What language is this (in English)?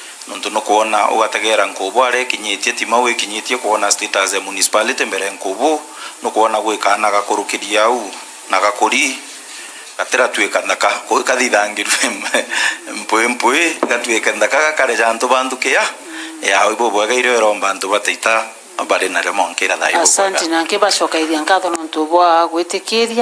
Meru